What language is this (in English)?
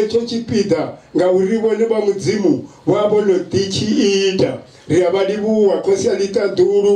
Venda